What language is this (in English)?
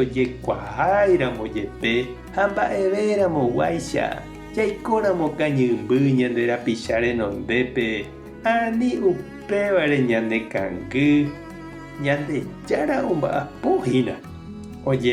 Guarani